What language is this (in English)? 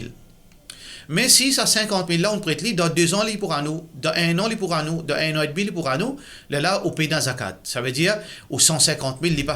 Morisyen